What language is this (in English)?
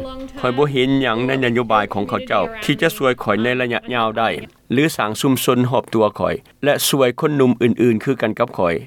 Lao